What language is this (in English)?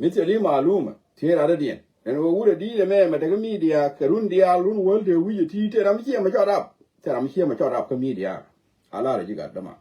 Nuer